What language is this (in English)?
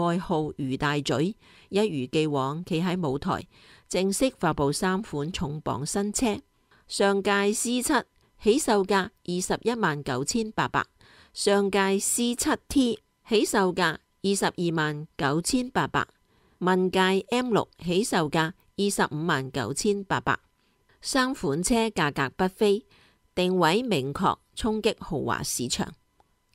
Cantonese